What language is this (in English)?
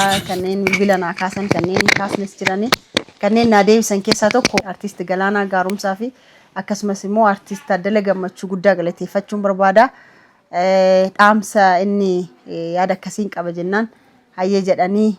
Oromo